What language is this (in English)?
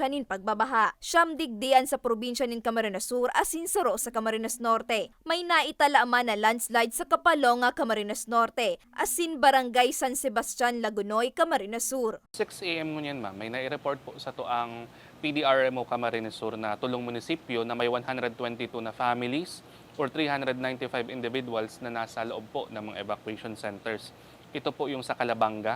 Bikol